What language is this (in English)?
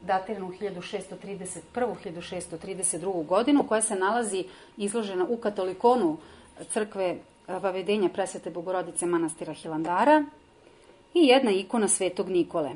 Serbian